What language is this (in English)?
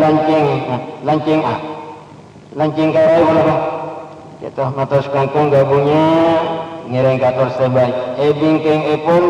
Madurese